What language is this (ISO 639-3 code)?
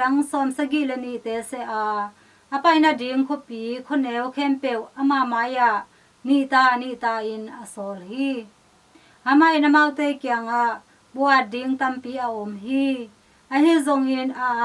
ctd